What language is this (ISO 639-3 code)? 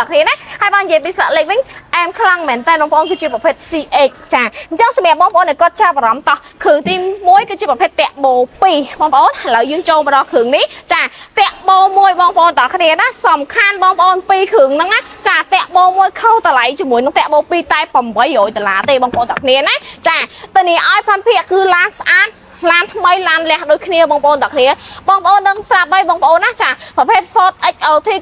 khm